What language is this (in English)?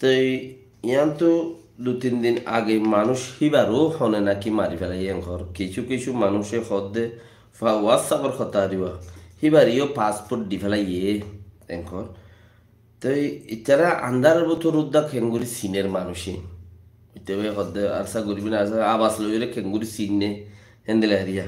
Rohingya